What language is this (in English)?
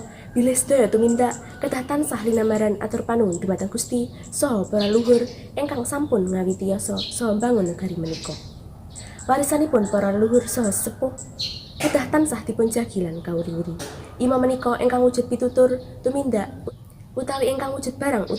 Javanese